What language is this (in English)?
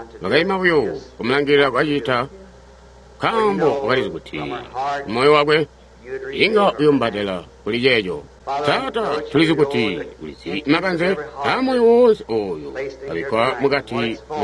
Tonga (Zambia)